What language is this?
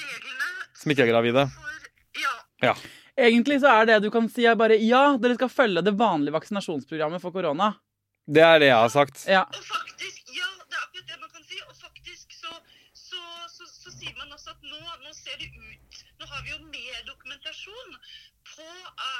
Norwegian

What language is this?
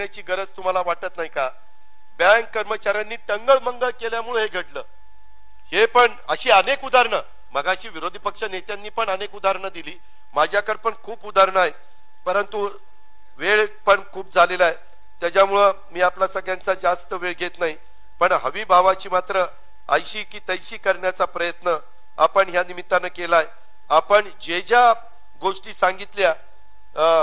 Marathi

